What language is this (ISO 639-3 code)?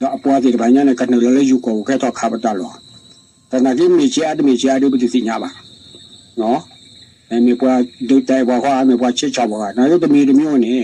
ksw